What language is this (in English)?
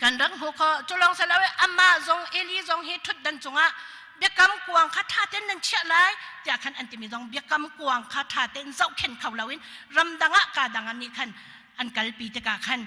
Hakha Chin